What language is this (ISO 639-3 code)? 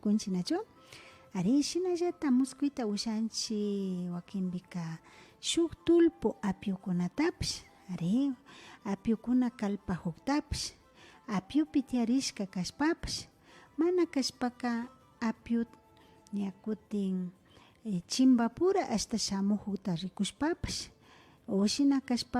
qvi